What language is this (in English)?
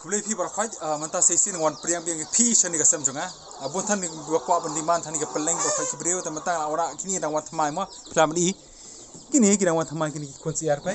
Khasi